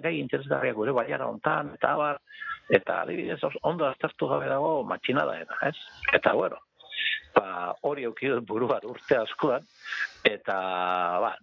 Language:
Basque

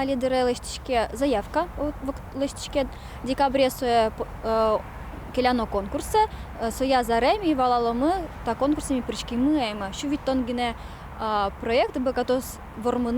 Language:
Udmurt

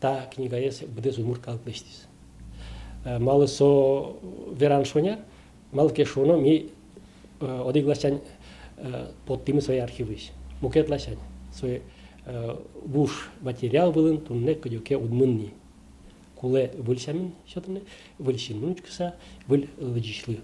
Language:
Udmurt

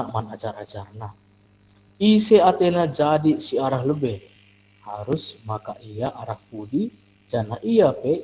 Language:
Batak Karo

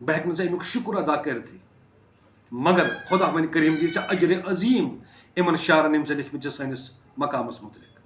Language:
Kashmiri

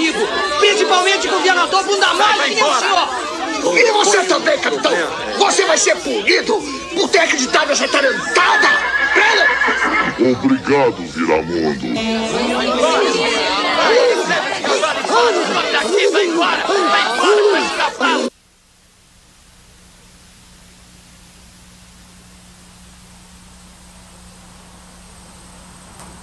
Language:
Portuguese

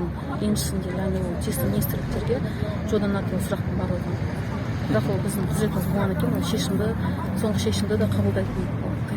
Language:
Kazakh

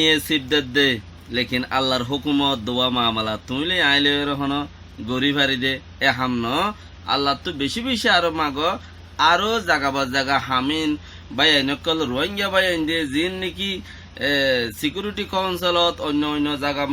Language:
Rohingya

